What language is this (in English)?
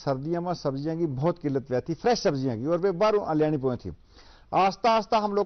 Gujari